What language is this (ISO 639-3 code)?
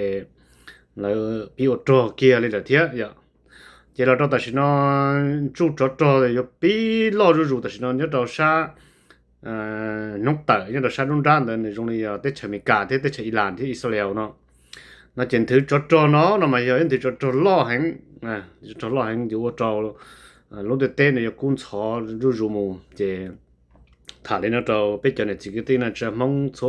hmn